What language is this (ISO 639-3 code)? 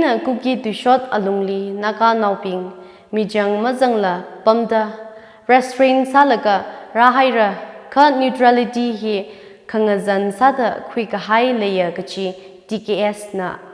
nmf